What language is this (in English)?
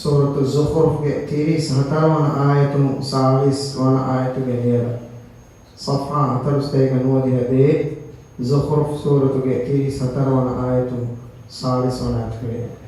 Divehi